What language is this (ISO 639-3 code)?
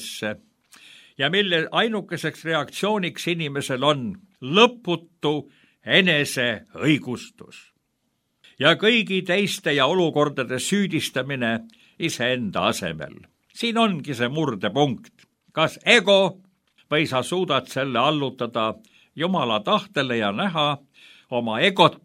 est